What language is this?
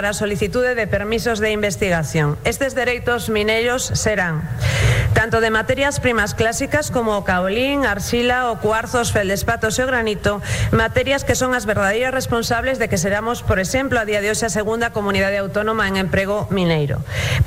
Galician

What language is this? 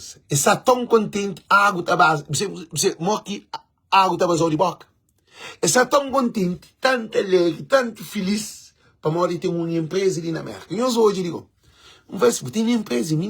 Kabuverdianu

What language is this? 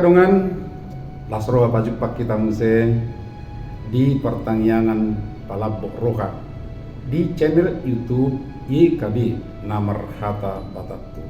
Batak Toba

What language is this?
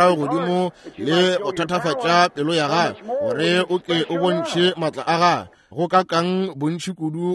Northern Sotho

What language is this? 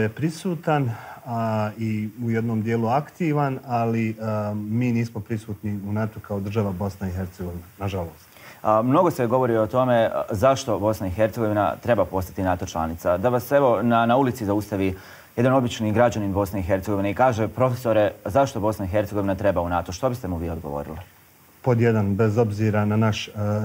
Bosnian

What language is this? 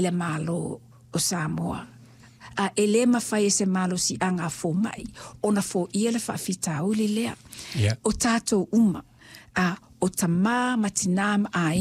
Samoan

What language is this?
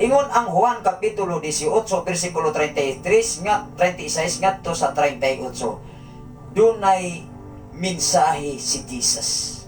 Cebuano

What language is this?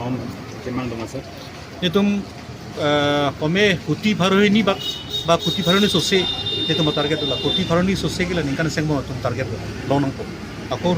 Karbi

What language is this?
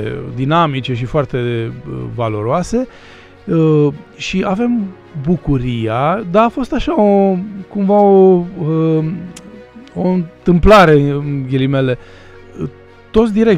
Romanian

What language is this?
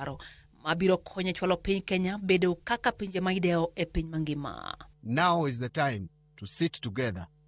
Luo (Kenya and Tanzania)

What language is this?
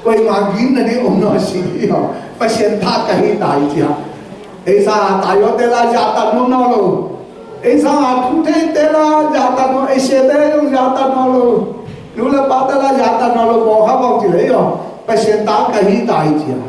Tedim Chin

